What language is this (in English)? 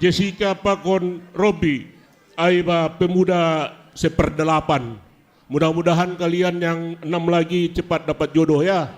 Batak Simalungun